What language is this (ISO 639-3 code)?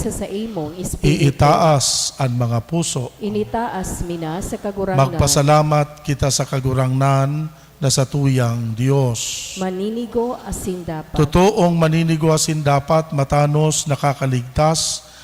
bik